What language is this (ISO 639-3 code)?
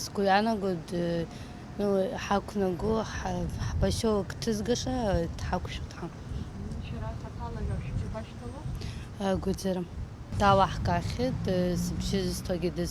abk